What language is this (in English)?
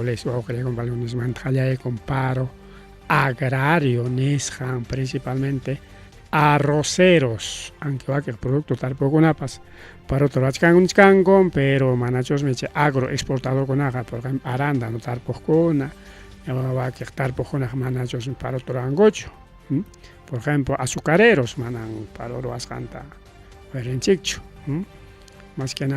Ayacucho Quechua